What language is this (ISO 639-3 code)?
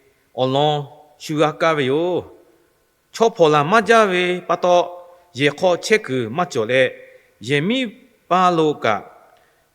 lhu